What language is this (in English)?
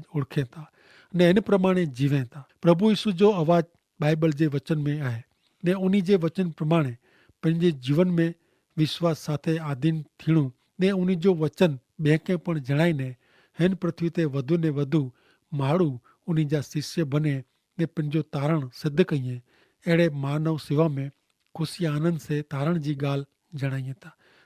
Kachhi